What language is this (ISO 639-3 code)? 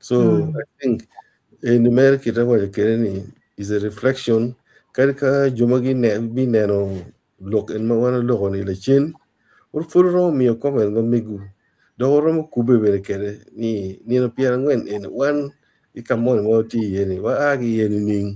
ach